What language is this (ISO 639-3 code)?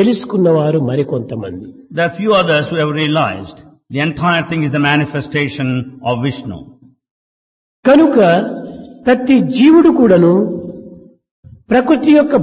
tel